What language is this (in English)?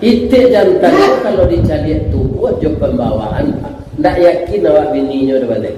Minangkabau